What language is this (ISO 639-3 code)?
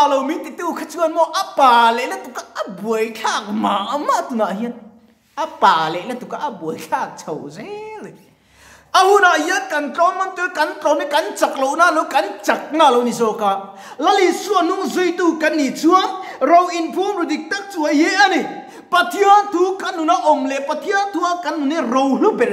lus